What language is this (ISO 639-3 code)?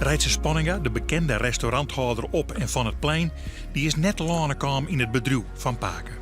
fry